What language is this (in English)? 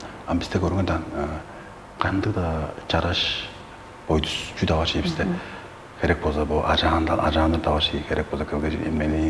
Tuvinian